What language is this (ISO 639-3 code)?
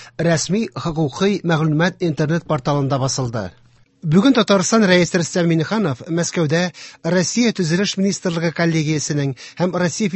tat